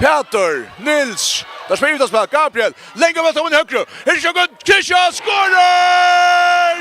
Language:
Faroese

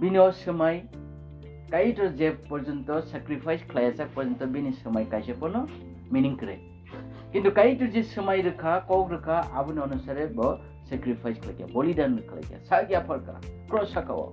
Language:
Kok Borok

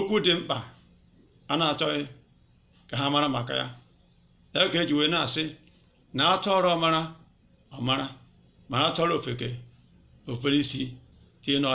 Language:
Igbo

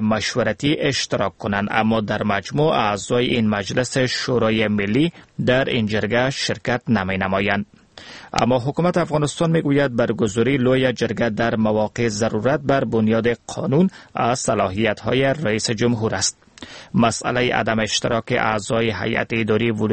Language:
Persian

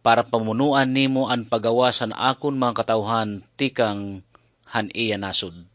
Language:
Waray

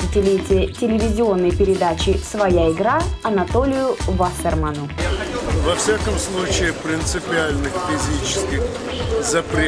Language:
Russian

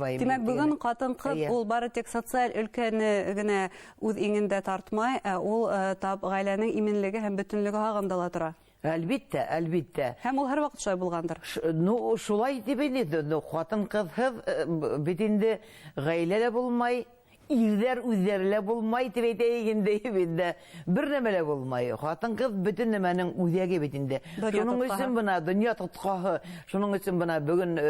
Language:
Bashkir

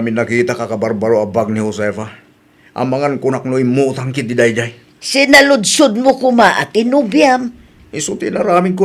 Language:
Iloko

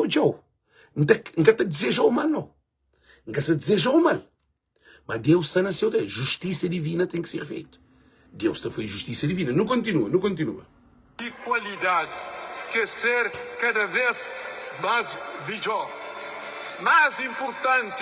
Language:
Kabuverdianu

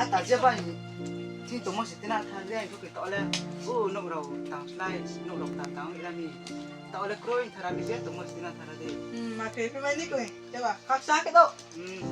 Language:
Riang (India)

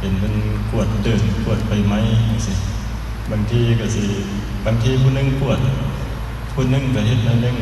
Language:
Northeastern Thai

